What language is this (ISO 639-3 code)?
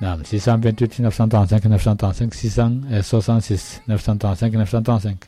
ful